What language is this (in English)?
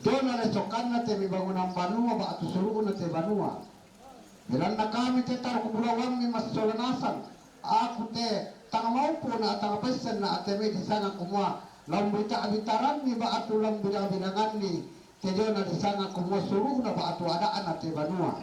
Toraja-Sa'dan